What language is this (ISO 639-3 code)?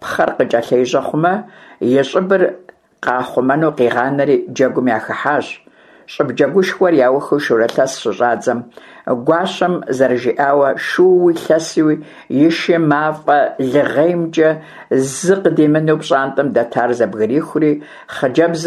kbd